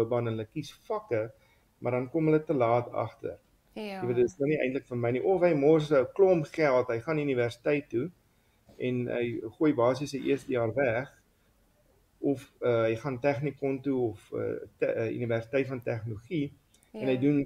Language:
Afrikaans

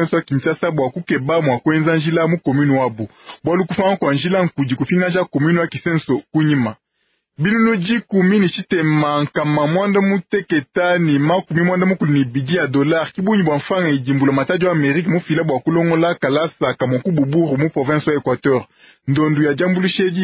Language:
Luba-Lulua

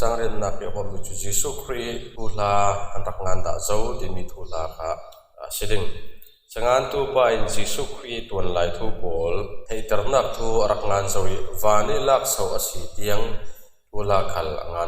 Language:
Falam Chin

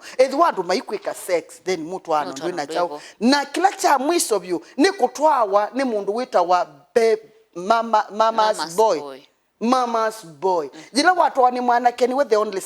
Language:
Kamba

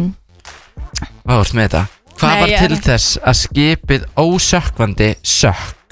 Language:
Icelandic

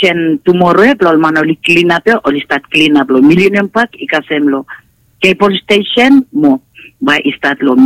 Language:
Bislama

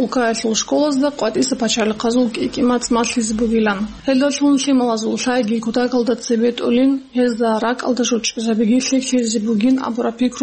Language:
Avaric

